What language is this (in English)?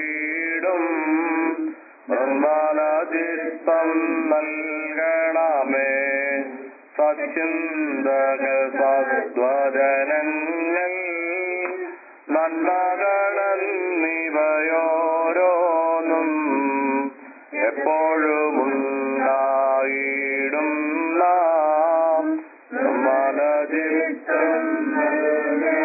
Malayalam